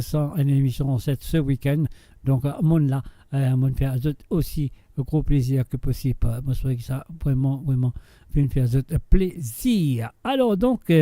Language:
Morisyen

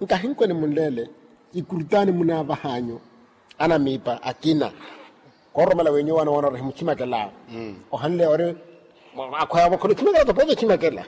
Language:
Makhuwa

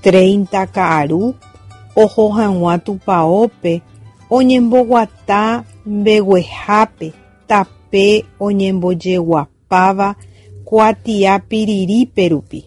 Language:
Guarani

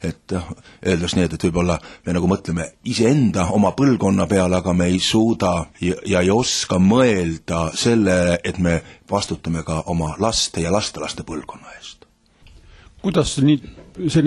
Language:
Estonian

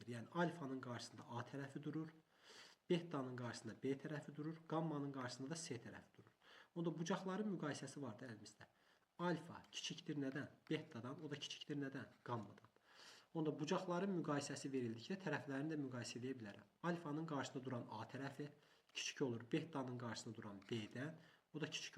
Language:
Azerbaijani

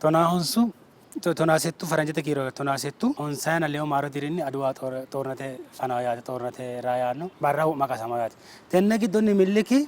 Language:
Sidamo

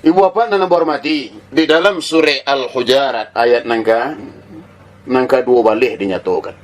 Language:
Minangkabau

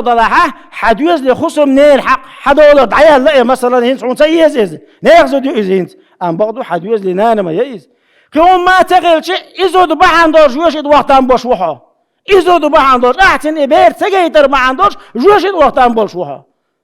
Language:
Chechen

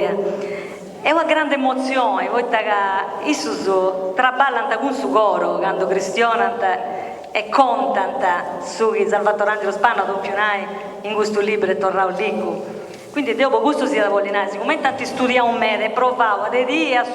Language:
Sardinian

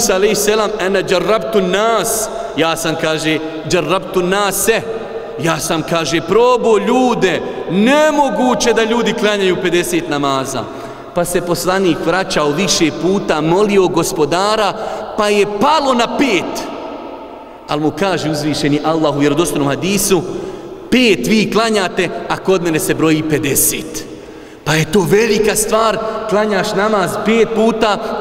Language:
Bosnian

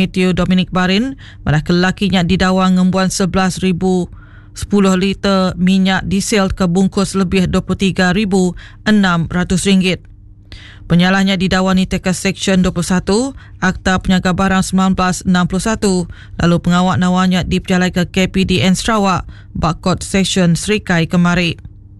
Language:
Iban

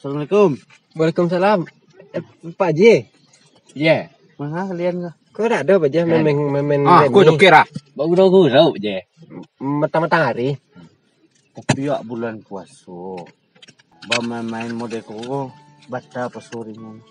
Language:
Minangkabau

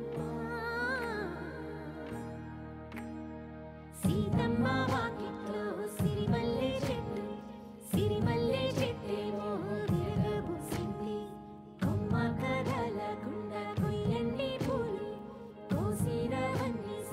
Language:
Telugu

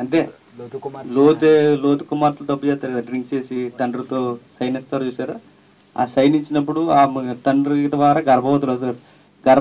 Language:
Telugu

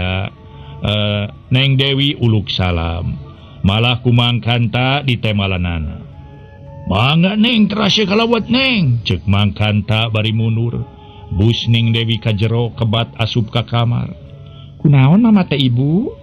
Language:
Sundanese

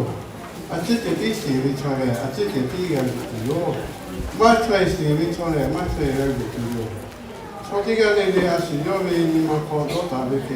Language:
Lahu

